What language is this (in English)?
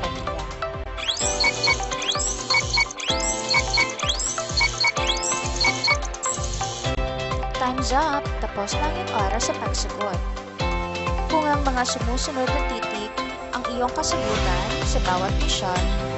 Filipino